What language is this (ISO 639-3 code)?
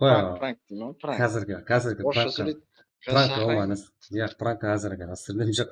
kaa